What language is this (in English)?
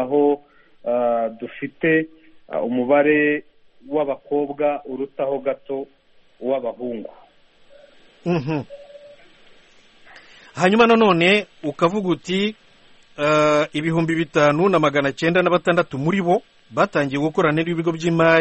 Kinyarwanda